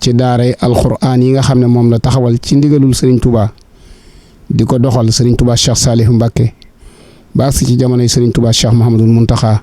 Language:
Wolof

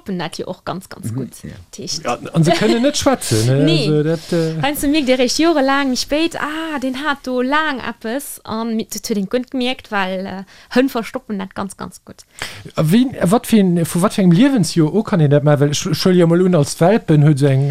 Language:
Luxembourgish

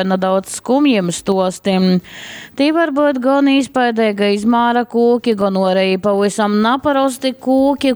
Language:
Latgalian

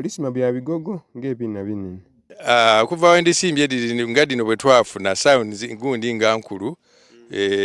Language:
Soga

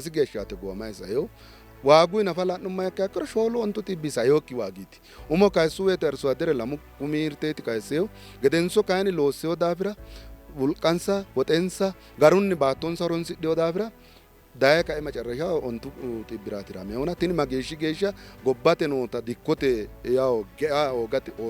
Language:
Sidamo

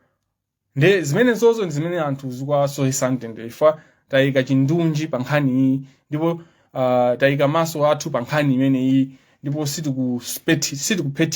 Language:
Nyanja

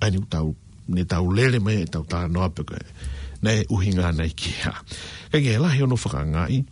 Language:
Tongan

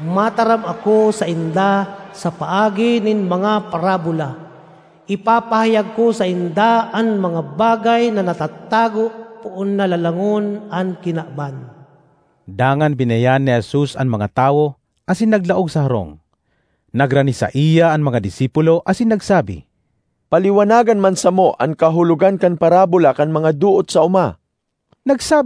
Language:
Bikol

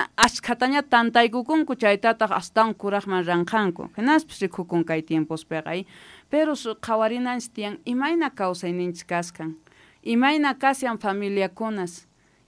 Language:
South Bolivian Quechua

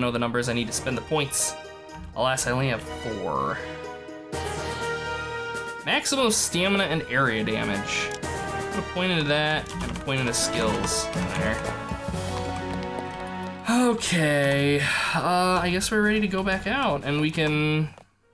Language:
English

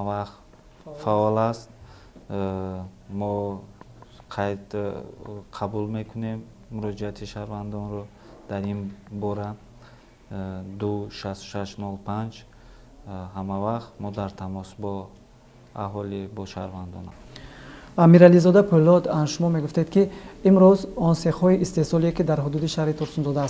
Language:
Tajik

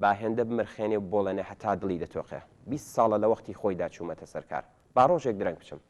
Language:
Central Kurdish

